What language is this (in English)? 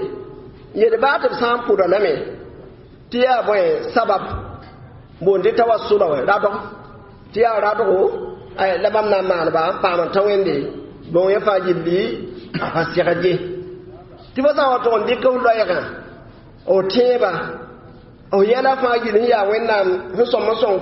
Mossi